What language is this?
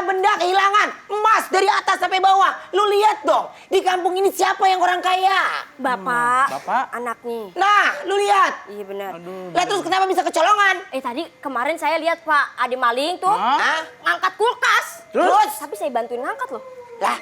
Betawi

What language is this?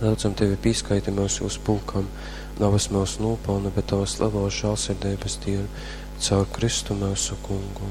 Latgalian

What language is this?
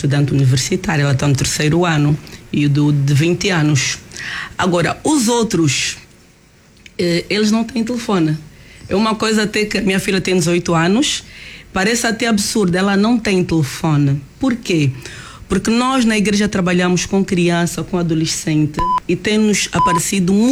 Portuguese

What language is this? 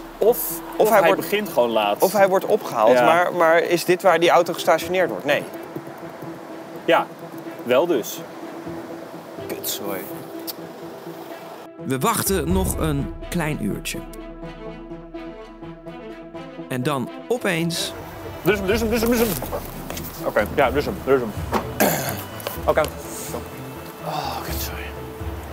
Dutch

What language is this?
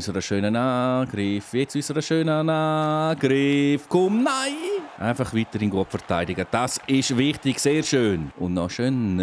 Swiss German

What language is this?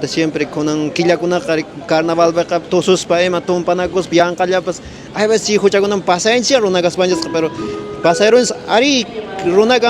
Quechua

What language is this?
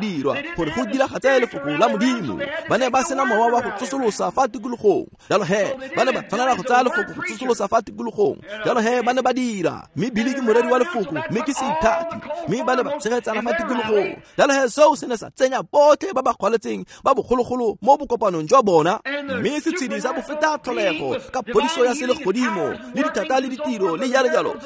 Tswana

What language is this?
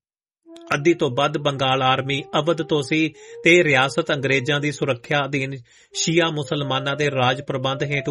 Punjabi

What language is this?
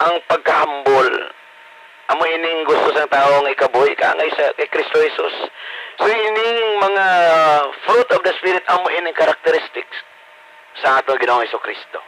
Hiligaynon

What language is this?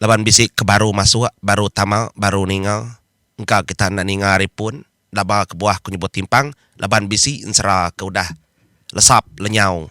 Iban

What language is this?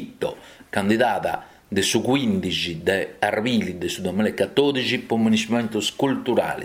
Sardinian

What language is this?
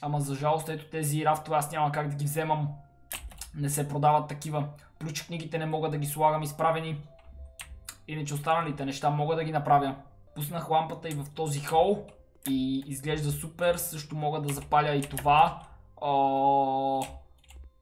Bulgarian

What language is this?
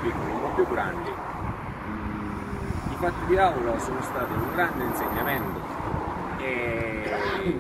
Italian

